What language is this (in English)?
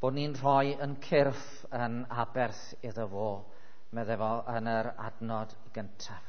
Welsh